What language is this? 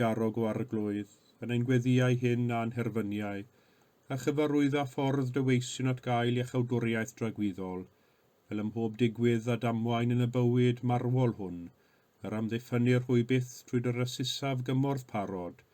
Welsh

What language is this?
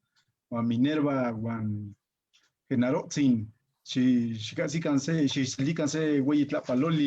Eastern Huasteca Nahuatl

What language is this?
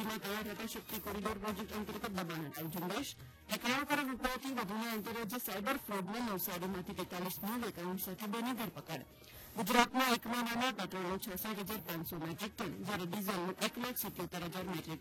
Gujarati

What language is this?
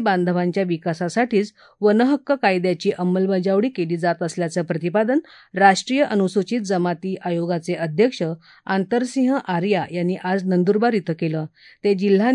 Marathi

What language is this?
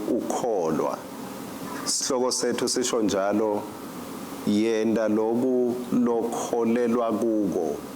Swati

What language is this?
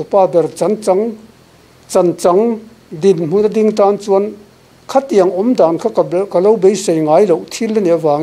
Mizo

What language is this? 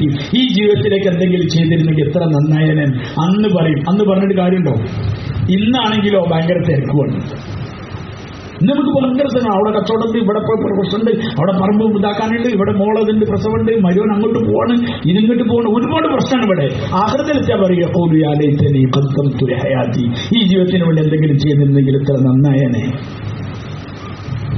Malayalam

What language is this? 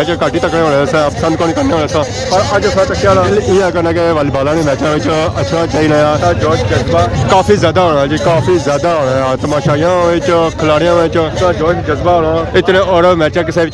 Pahari-Potwari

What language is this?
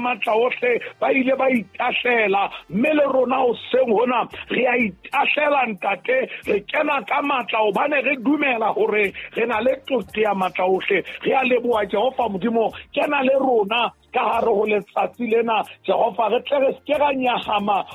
Southern Sotho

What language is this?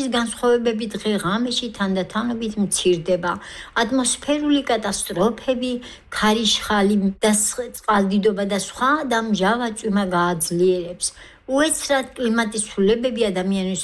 Georgian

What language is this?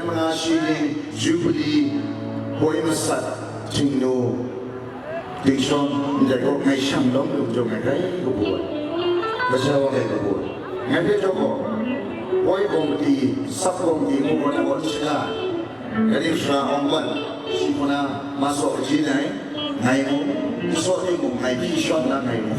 Kachin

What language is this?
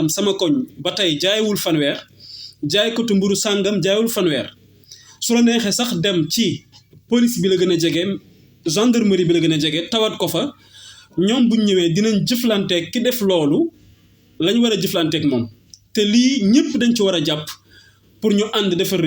Wolof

